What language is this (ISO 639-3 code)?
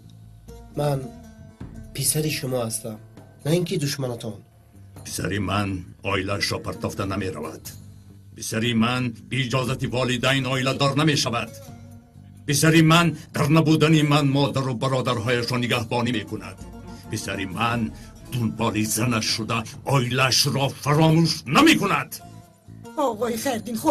tgk